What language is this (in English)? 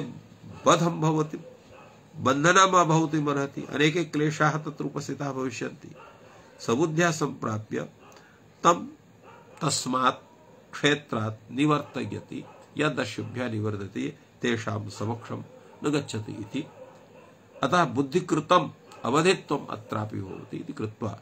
Sanskrit